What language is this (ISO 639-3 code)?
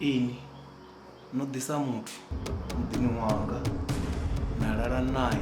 ven